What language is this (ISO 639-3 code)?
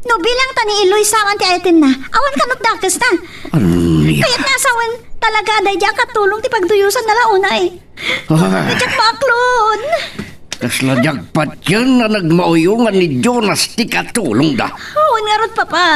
ilo